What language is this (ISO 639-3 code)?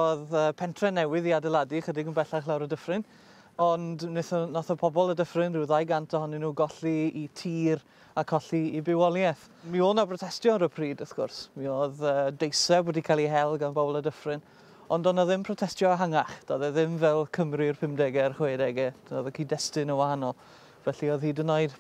cym